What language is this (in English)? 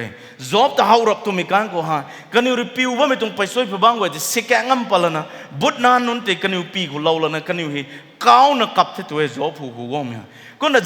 Rongmei Naga